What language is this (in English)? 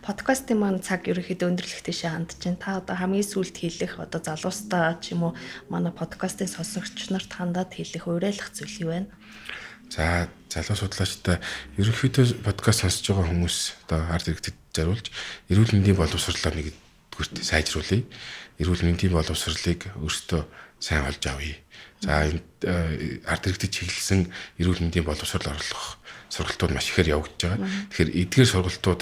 Mongolian